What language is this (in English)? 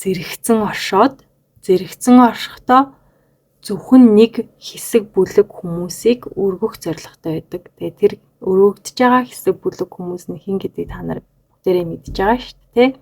Mongolian